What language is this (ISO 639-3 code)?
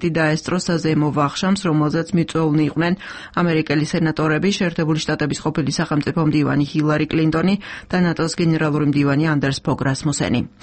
kat